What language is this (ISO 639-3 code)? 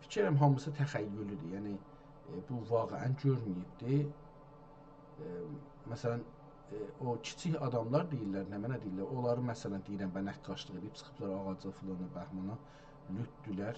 azb